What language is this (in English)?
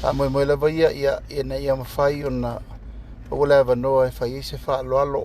Samoan